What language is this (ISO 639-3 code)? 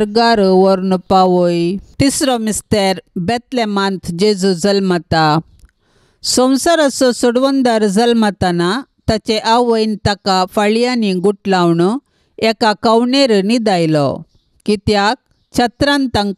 kok